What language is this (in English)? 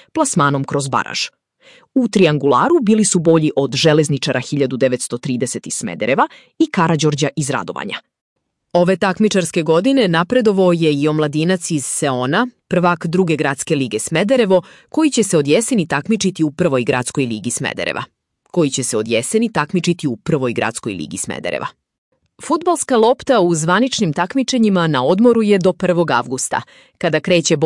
Serbian